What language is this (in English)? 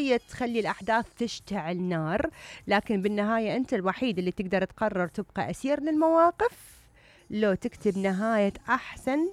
Mesopotamian Arabic